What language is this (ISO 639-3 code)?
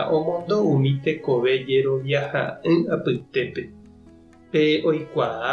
grn